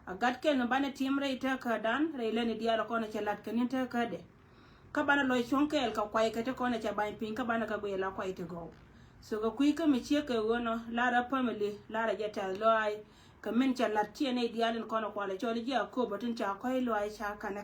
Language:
Nuer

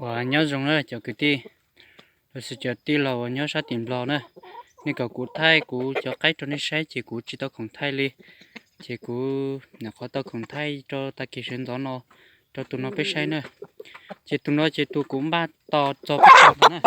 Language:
Hmong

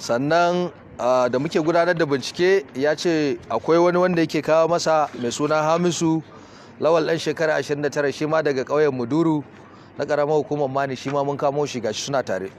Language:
Hausa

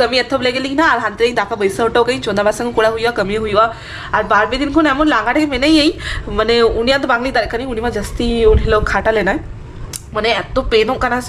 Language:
Santali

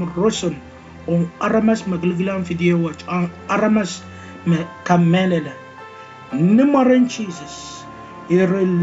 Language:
Pohnpeian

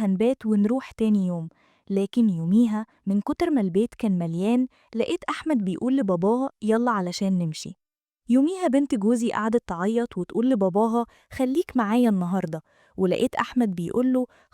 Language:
Egyptian Arabic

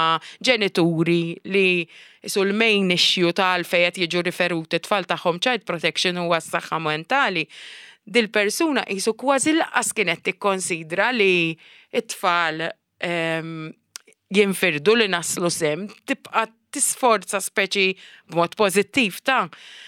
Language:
Maltese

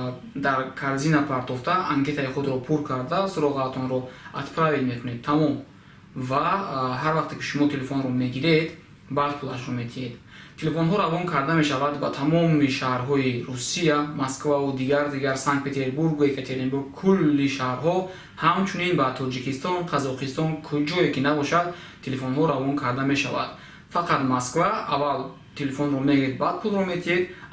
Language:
Tajik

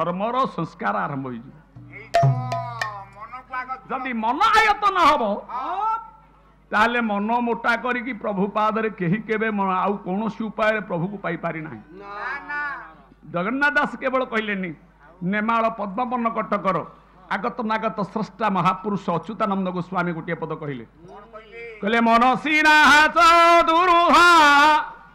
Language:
Odia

